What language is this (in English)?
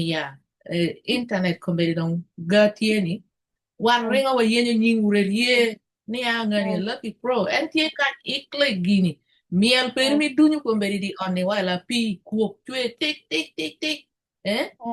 Acoli